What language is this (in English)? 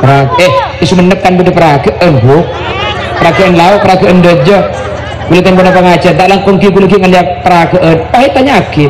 Madurese